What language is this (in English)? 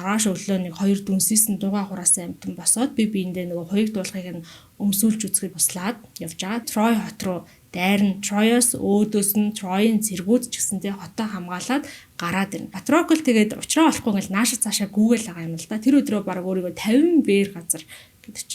Mongolian